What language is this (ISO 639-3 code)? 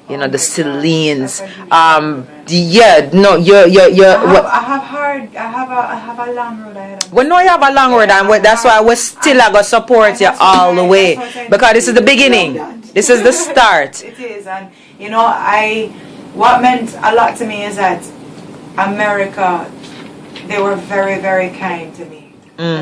jam